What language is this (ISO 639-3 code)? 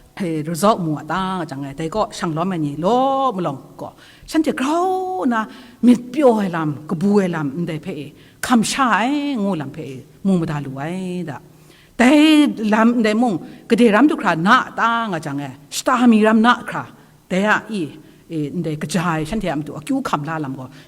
kac